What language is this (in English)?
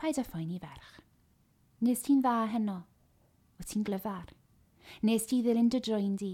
Welsh